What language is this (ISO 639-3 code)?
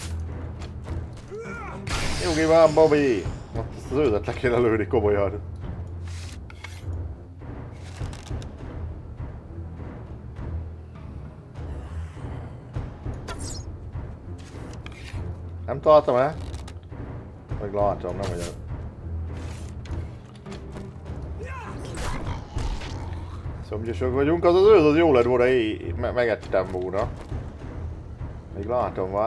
hun